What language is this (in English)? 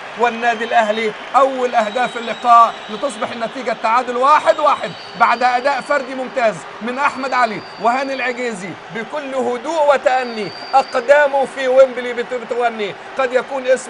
Egyptian Arabic